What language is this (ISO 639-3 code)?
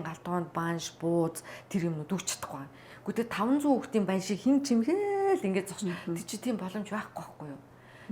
mon